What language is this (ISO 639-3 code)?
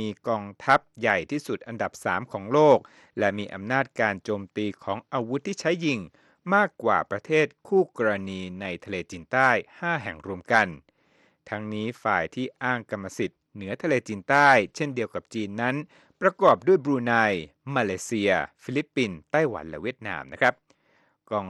tha